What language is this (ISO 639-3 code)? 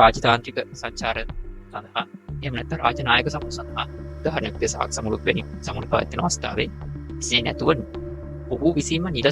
sin